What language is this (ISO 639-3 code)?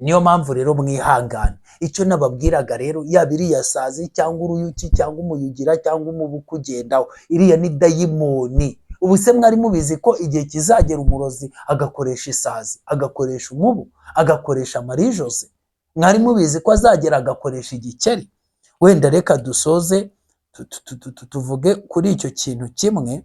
kin